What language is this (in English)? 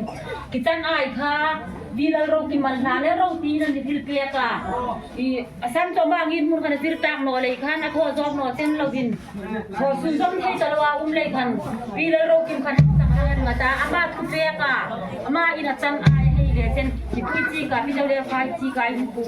Hmar